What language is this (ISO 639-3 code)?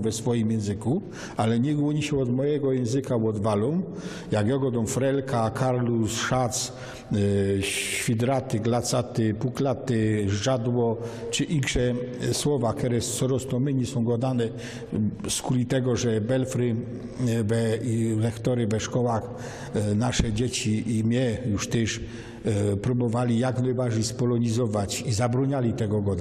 szl